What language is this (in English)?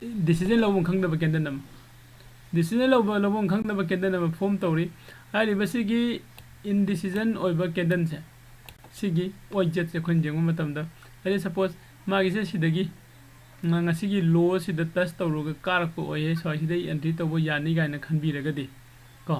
Manipuri